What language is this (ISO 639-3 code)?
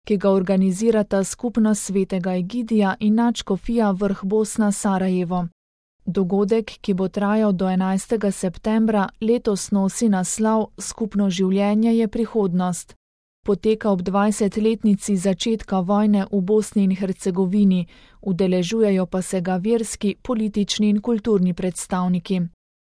slv